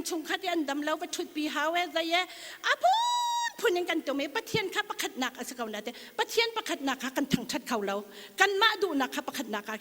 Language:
Hakha Chin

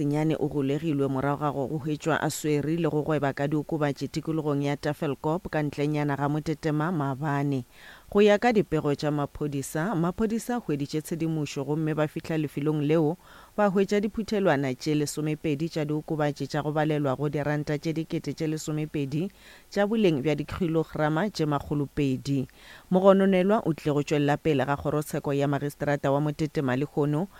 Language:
Northern Sotho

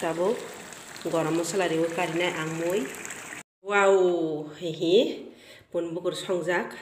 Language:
Kok Borok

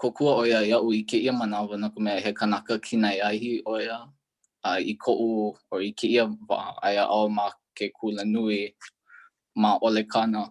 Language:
Hawaiian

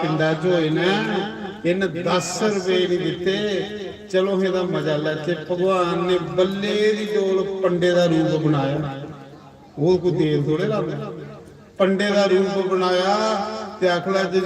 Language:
Dogri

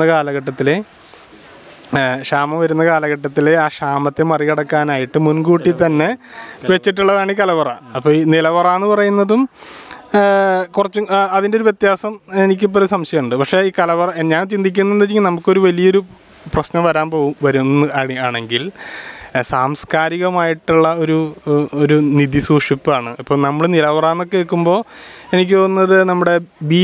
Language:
Malayalam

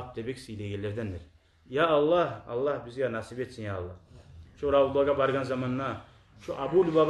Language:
Kumyk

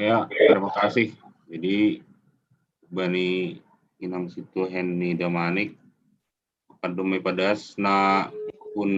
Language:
Batak Simalungun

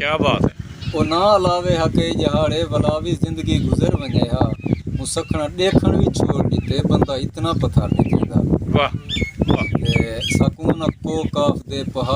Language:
Saraiki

